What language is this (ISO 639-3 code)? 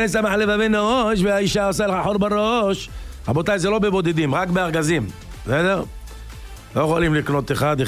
heb